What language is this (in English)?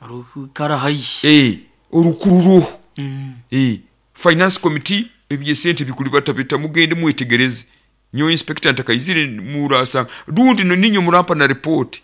Nyoro